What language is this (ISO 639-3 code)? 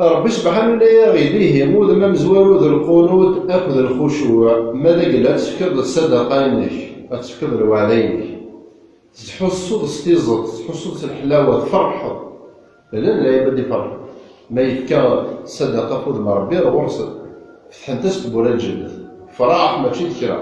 kab